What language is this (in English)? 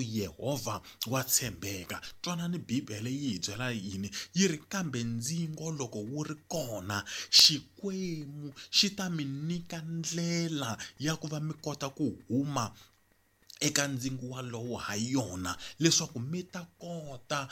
Tsonga